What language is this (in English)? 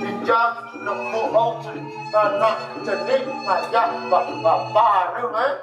Balinese